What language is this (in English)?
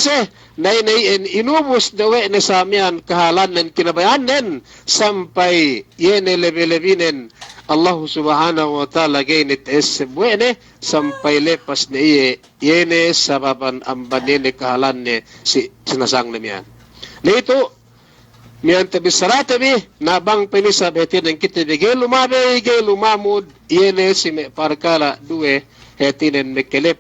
Yakan